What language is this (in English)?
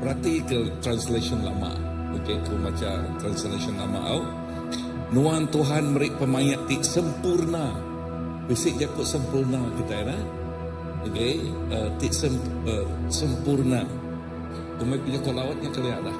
Iban